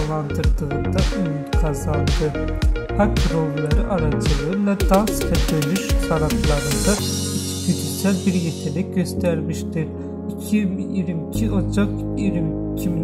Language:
Turkish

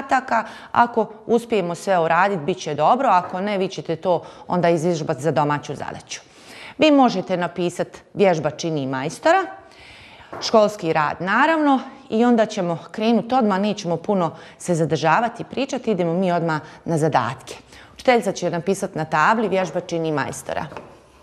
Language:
Bosnian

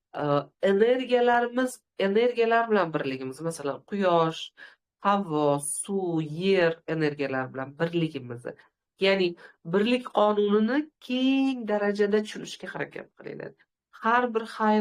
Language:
Uzbek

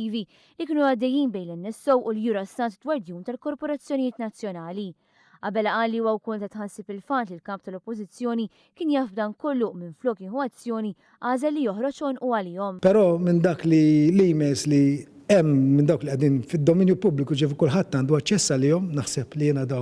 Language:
Maltese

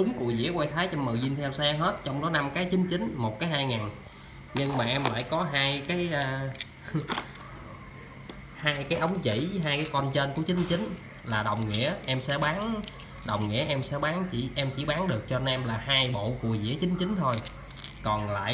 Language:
Vietnamese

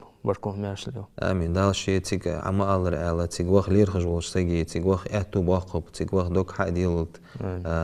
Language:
Ingush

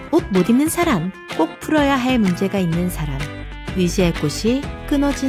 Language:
Korean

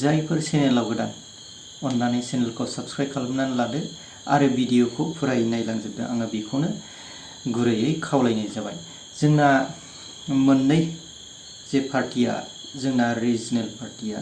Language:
Bodo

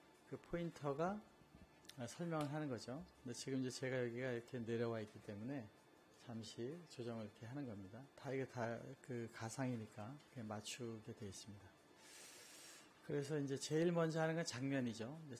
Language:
Korean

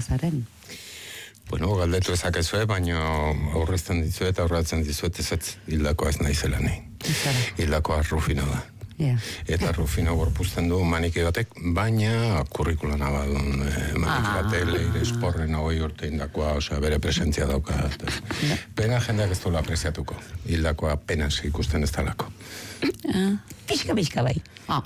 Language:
Basque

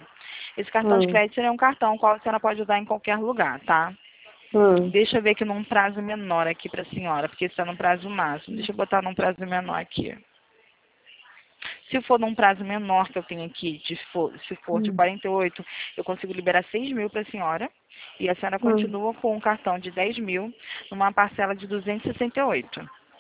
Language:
Portuguese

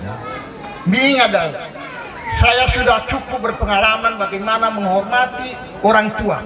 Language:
Nias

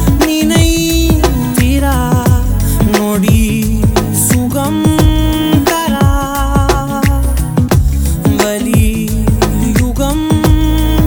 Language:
Tamil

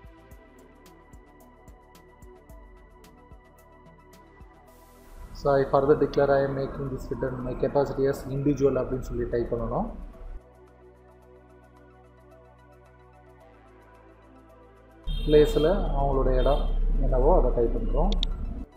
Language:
Tamil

